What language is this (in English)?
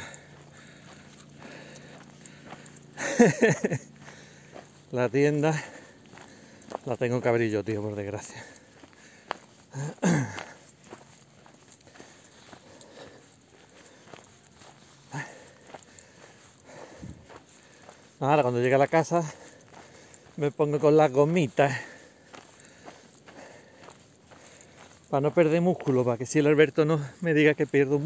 Spanish